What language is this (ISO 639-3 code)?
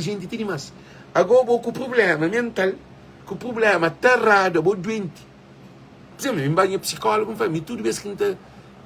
kea